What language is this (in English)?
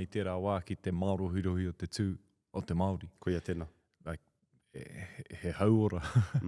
Māori